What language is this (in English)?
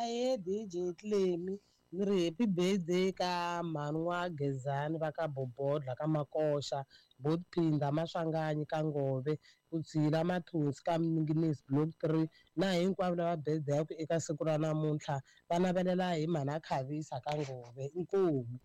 Tsonga